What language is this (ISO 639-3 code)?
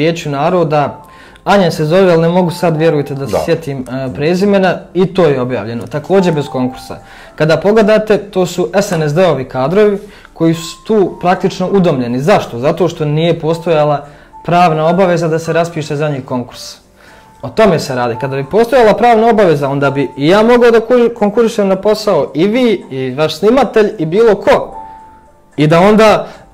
srp